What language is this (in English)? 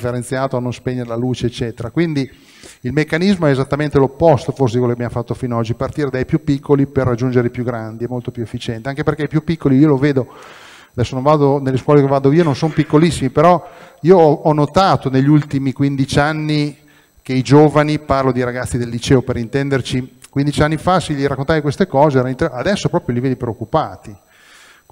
Italian